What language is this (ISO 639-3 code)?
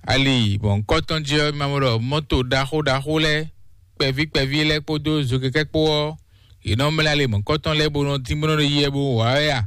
fon